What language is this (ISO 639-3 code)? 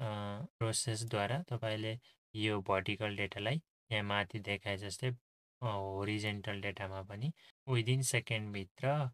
nep